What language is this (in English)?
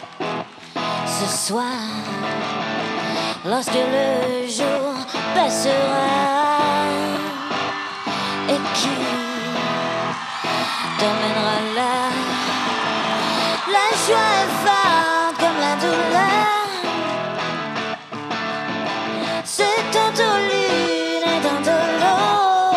French